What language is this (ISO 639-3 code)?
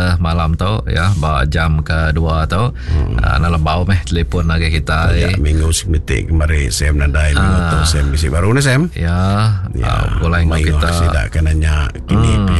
iba